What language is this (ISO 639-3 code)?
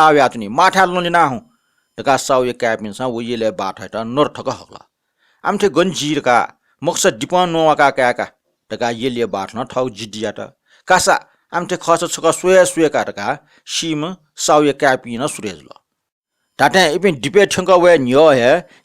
new